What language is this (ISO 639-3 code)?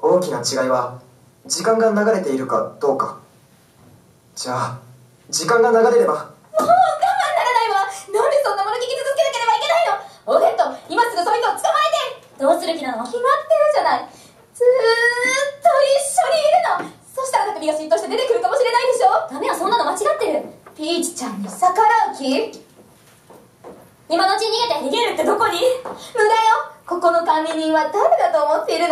jpn